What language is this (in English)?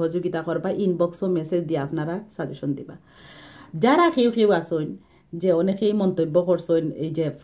Sylheti